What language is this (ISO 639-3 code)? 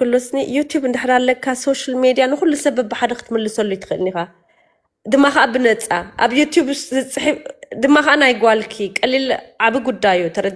tir